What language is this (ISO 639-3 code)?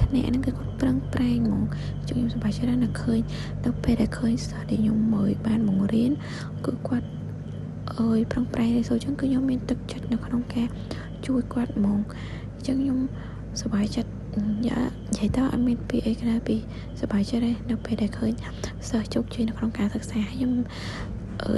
khm